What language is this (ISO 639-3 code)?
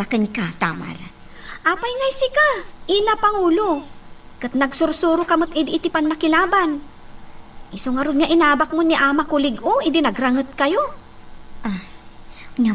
ilo